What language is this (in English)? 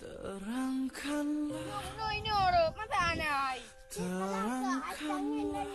Achinese